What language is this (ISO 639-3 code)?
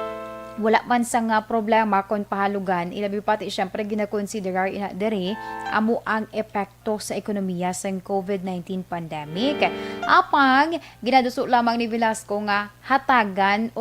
hil